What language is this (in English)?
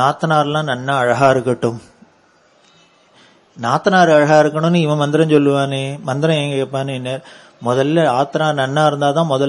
Tamil